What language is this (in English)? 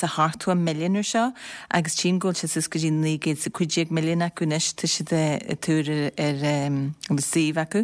Irish